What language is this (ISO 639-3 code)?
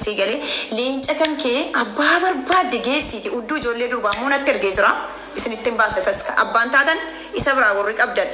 orm